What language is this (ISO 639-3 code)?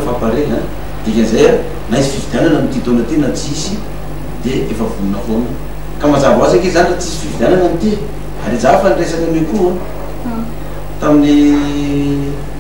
mlg